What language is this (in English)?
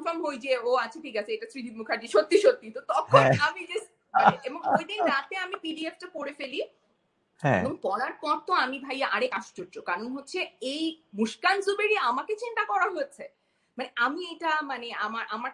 Bangla